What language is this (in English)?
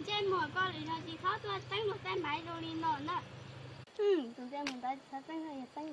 Hmong